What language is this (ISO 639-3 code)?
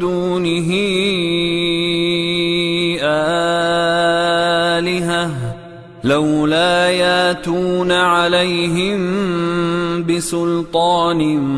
ara